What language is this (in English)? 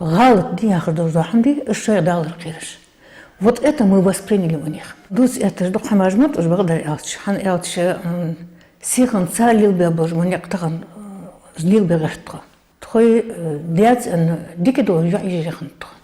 Ingush